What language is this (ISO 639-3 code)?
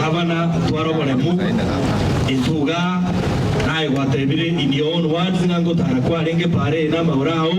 guz